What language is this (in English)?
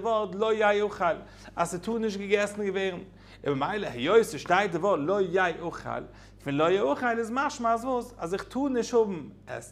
Yiddish